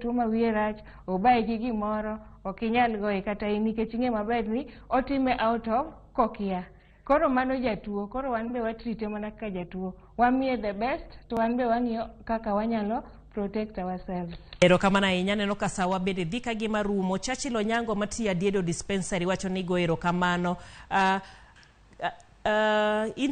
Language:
Luo (Kenya and Tanzania)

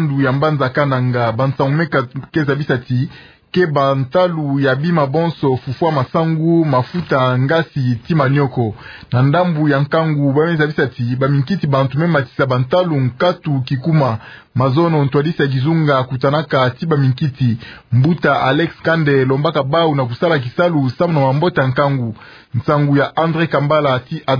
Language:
Kituba (Democratic Republic of Congo)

